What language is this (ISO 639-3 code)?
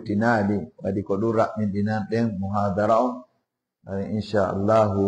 ful